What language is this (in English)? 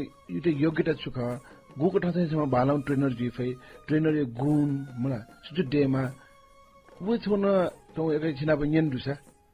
Newari